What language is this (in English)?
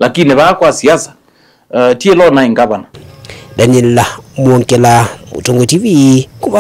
Kamba